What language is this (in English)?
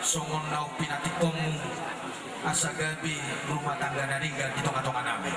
Batak Toba